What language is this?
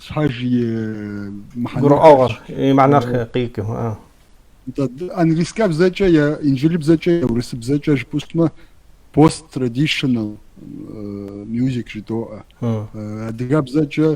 Kabardian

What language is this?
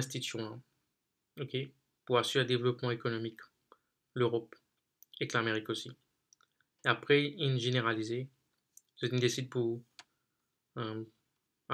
Morisyen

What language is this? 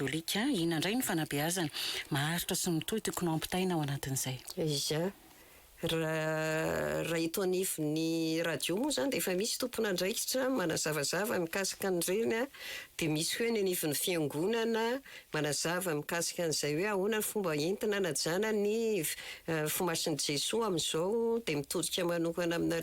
Malagasy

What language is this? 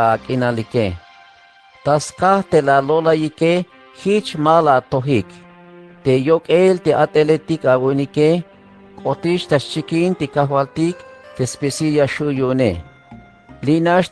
Tzeltal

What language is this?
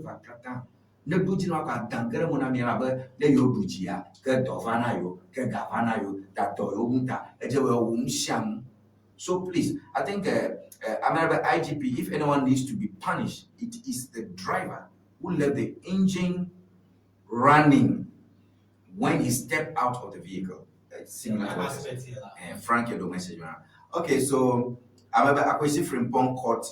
Ewe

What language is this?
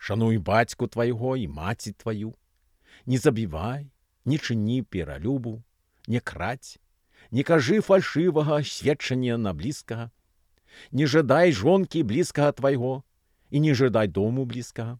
Belarusian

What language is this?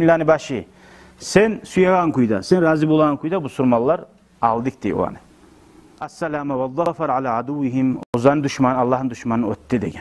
Kumyk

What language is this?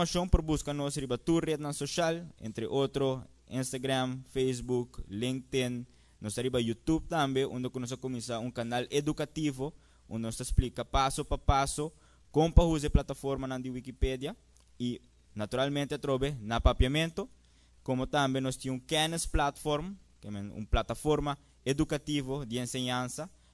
Papiamento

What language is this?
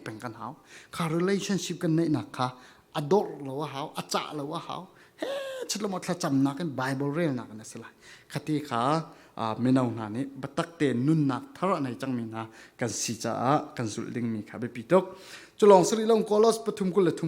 Falam Chin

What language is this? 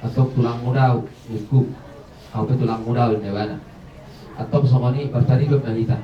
Batak Toba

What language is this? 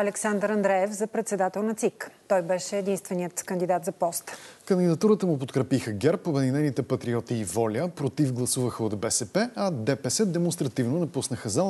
Bulgarian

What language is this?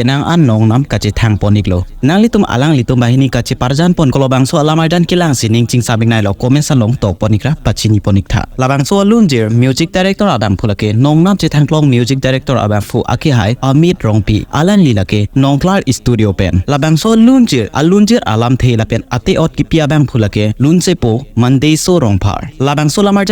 Karbi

